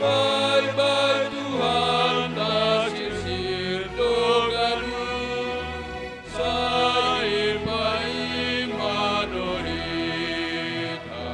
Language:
Batak Simalungun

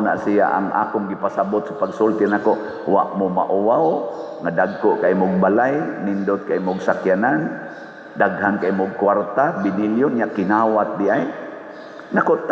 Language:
Cebuano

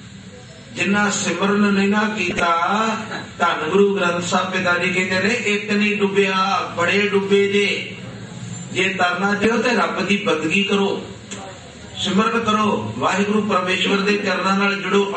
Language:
Punjabi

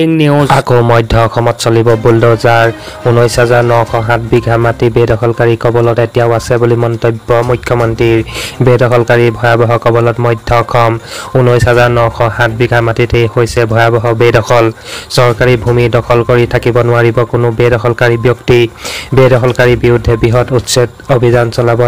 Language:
Assamese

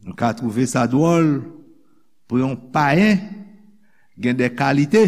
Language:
Haitian Creole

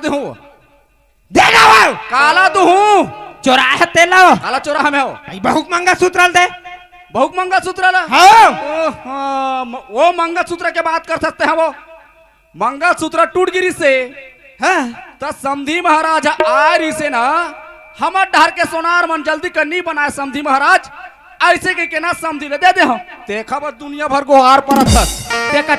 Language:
Chhattisgarhi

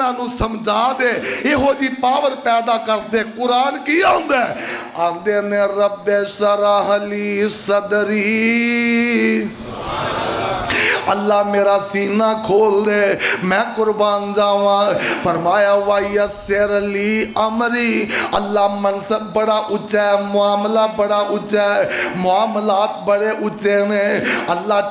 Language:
Western Panjabi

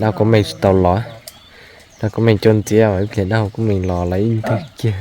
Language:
Hmong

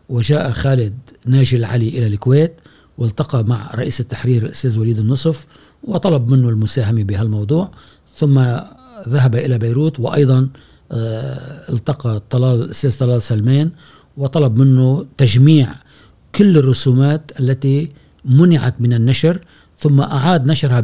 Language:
Gulf Arabic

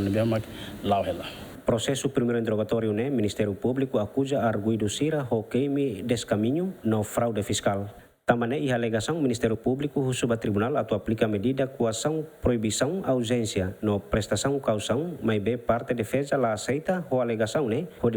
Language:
Tetum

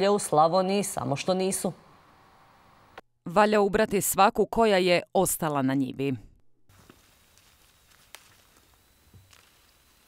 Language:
Croatian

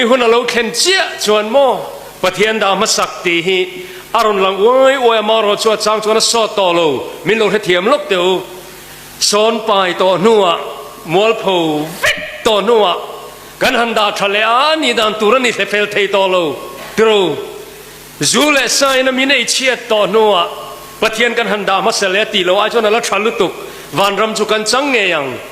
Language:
Mizo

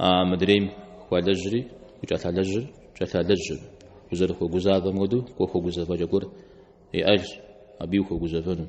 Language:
Kabardian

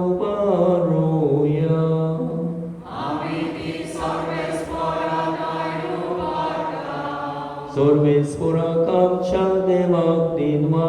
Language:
Konkani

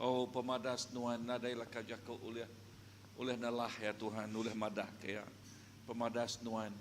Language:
Iban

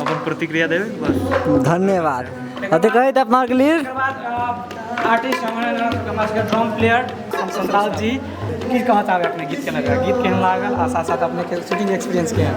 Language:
Maithili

